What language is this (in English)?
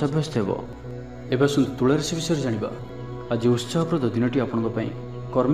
Odia